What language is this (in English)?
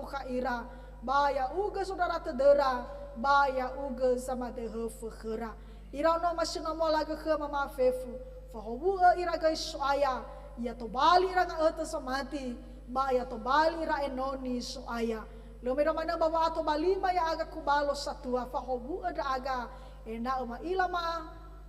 Nias